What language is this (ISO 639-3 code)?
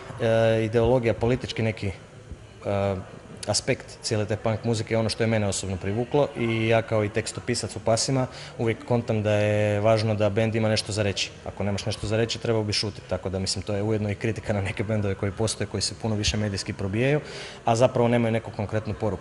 hrv